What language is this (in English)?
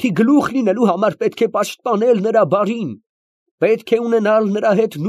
Armenian